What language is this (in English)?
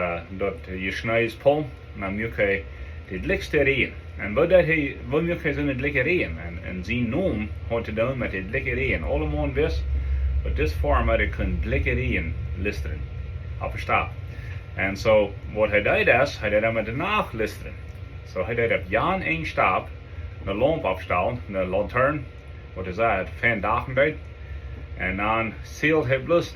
Plautdietsch